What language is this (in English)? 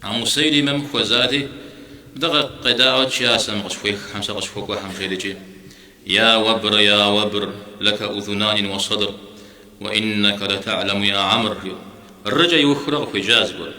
Kabardian